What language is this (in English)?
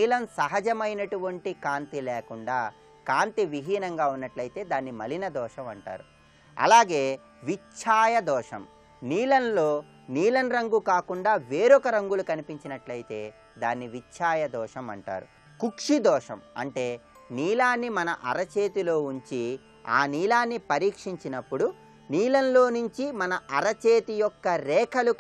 Telugu